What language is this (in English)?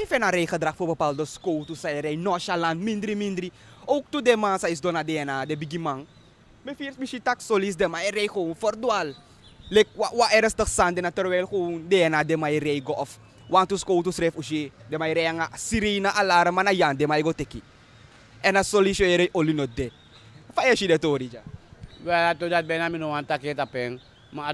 Sranan Tongo